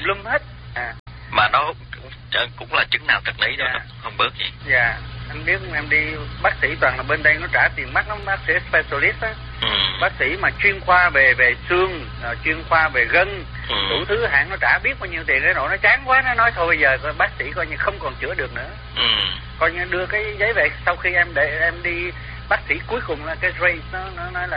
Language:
Vietnamese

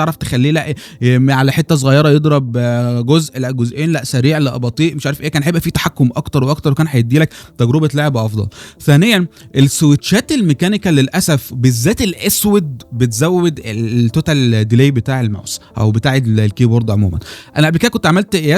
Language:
Egyptian Arabic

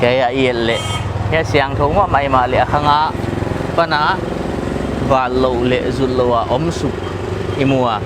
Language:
Paite Chin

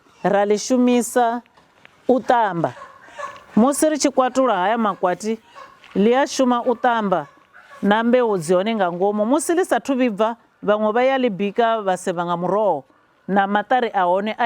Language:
Venda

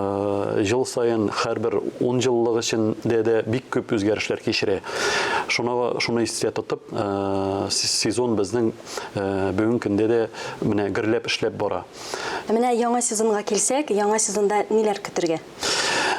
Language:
Tatar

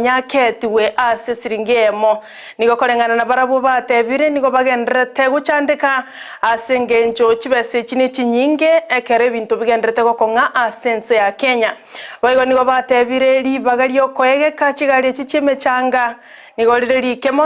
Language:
Gusii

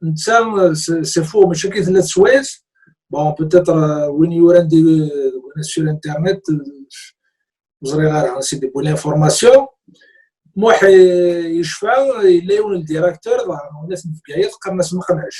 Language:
Kabyle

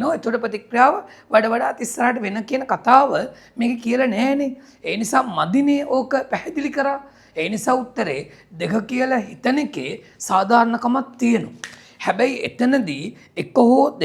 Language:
Sinhala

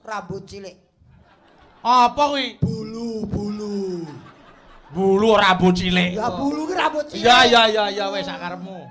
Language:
Javanese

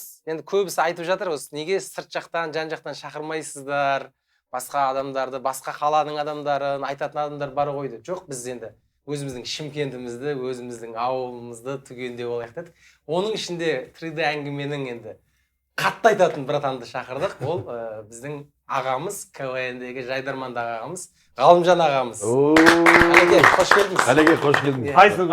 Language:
Kazakh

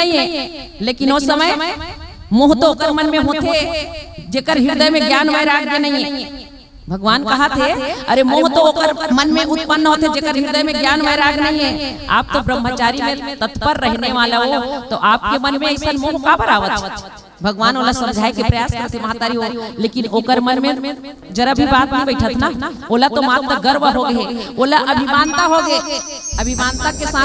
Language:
Chhattisgarhi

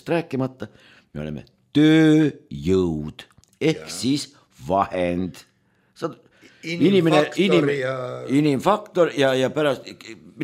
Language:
Estonian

